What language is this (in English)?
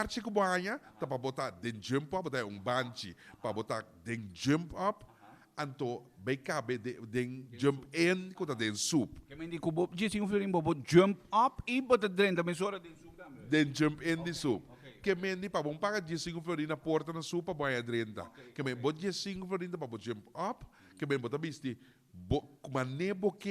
Papiamento